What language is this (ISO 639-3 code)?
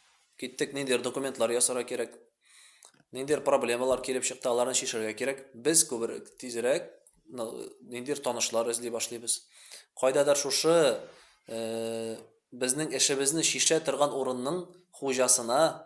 tat